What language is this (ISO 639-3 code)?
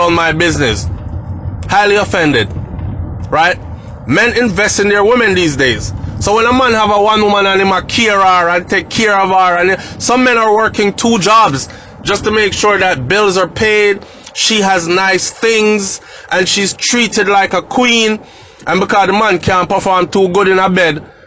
jam